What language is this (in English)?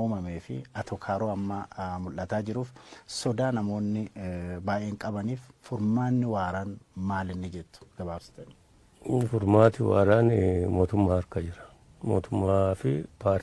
Oromo